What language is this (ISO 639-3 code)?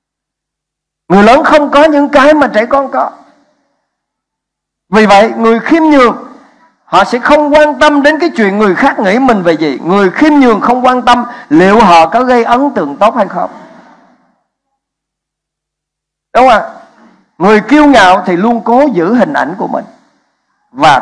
vie